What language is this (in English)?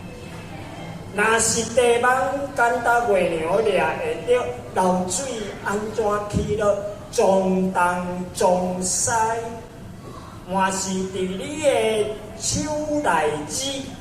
Min Nan Chinese